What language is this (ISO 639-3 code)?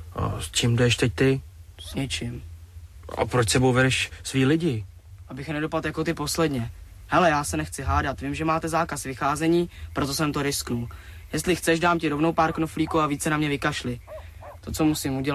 ces